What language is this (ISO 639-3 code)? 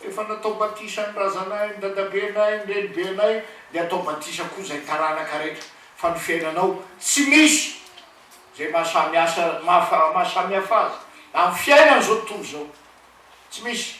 mlg